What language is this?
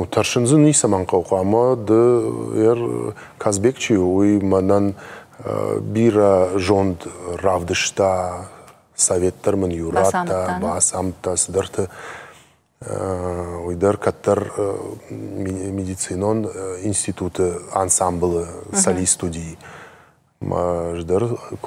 Ossetic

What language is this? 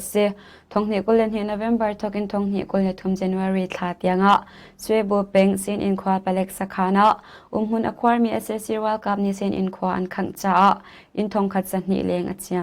Hakha Chin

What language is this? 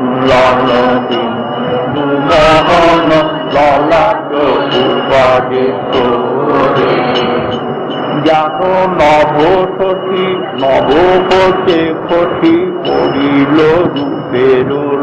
Bangla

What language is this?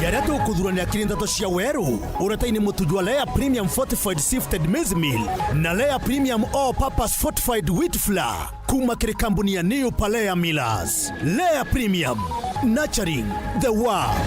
Meru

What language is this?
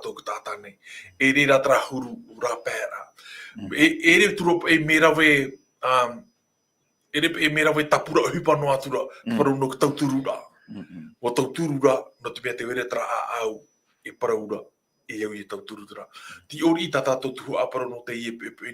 Tahitian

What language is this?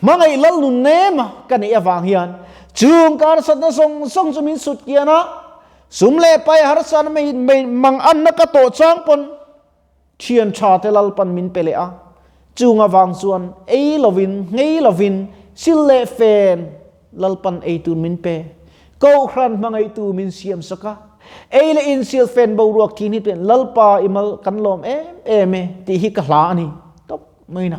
Mizo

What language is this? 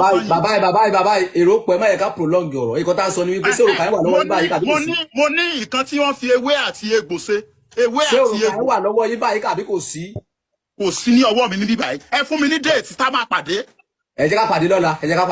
Yoruba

